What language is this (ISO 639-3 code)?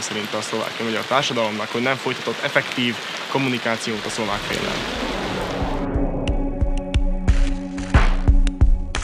hun